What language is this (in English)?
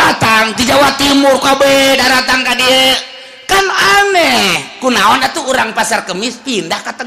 Sundanese